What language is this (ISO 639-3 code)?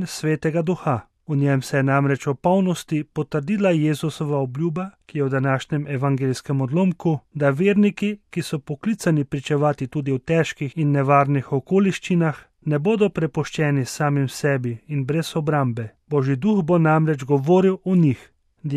slv